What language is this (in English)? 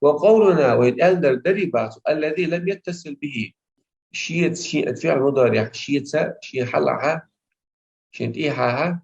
Chechen